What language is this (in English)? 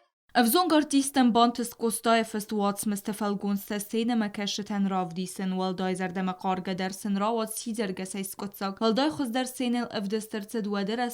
Ossetic